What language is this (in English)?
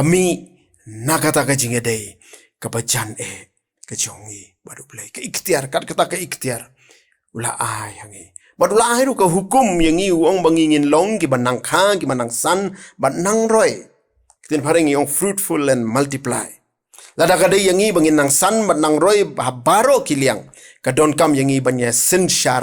Khasi